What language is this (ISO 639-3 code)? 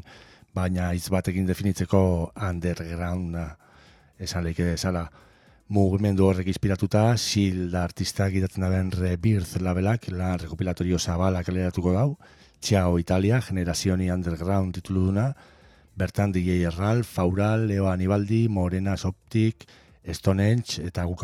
eus